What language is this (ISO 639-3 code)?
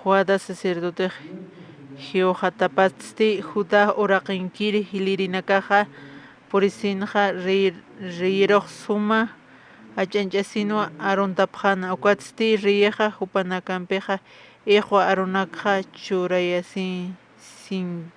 aym